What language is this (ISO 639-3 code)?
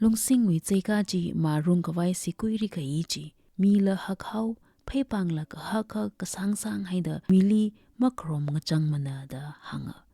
nmf